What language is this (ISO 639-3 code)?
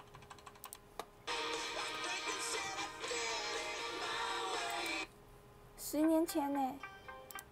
zho